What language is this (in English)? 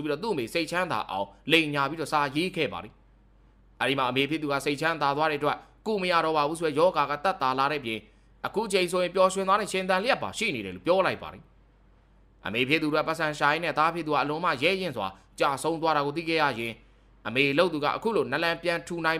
Burmese